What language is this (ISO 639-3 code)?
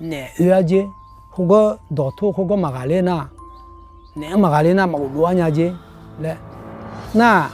ahk